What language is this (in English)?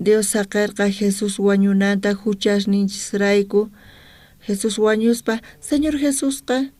South Bolivian Quechua